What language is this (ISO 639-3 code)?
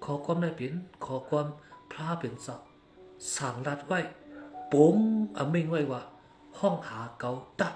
shn